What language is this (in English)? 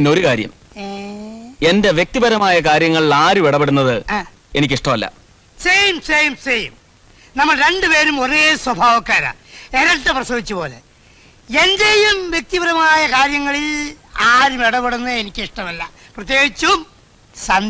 Malayalam